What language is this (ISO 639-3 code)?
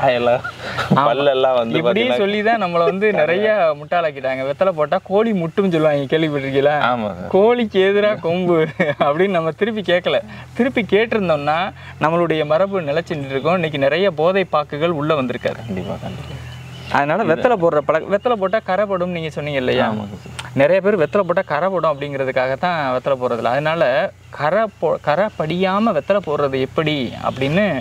tam